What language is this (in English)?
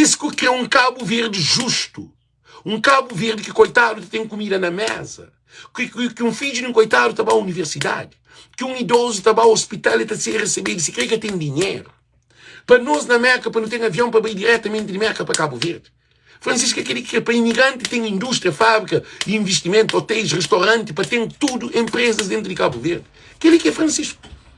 Kabuverdianu